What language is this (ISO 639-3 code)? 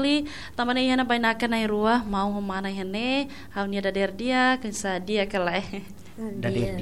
tet